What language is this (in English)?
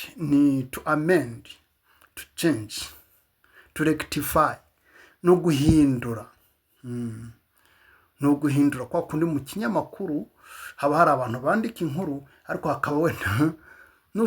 Kinyarwanda